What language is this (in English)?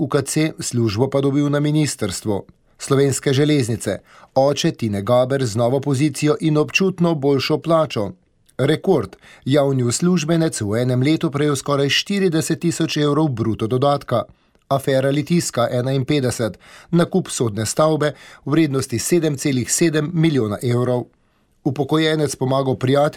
Slovenian